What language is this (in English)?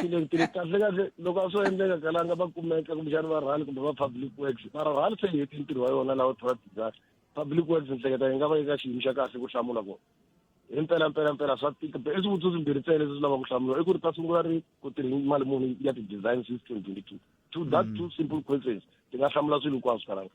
Tsonga